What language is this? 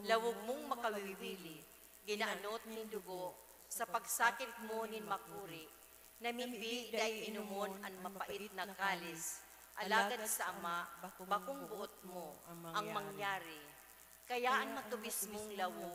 Bikol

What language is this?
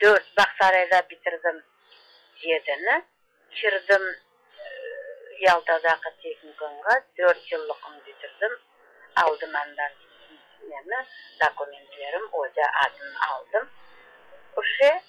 Crimean Tatar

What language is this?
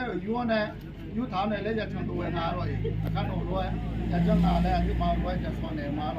Akha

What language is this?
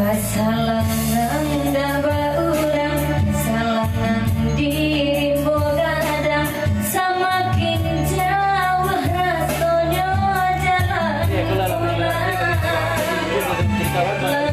Minangkabau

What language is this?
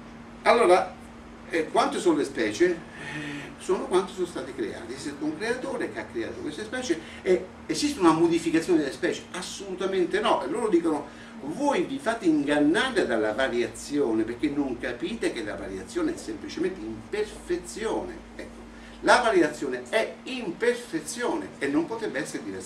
Italian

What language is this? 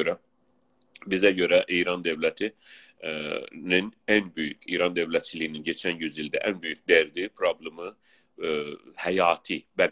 South Azerbaijani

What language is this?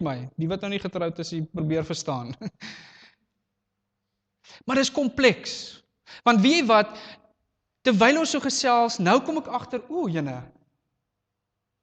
Afrikaans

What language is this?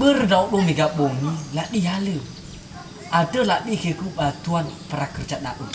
Nias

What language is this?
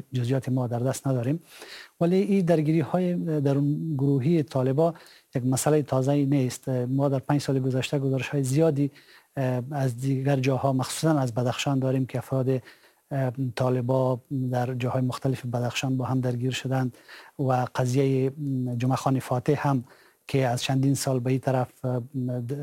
Persian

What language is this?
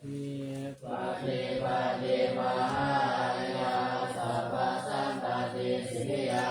Pali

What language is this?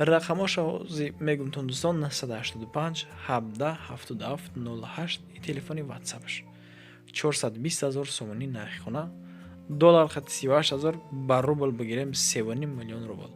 Tajik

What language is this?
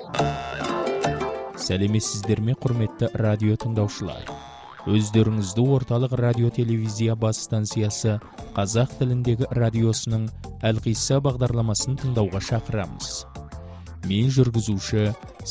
Kazakh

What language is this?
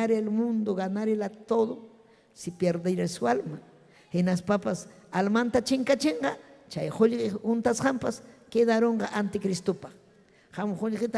Ayacucho Quechua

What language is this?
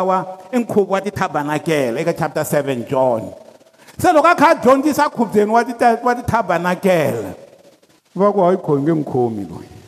Tsonga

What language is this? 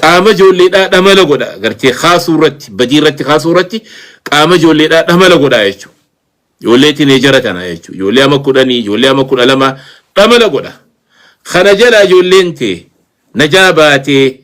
Oromo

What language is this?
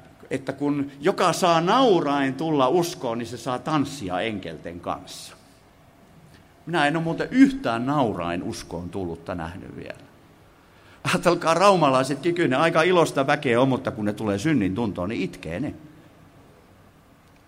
Finnish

